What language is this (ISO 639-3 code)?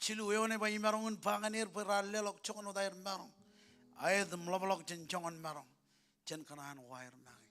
mah